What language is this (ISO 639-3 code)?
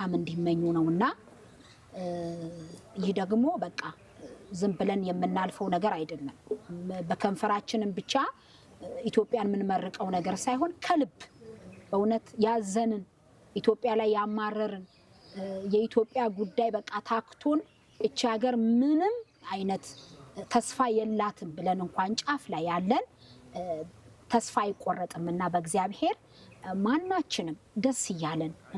amh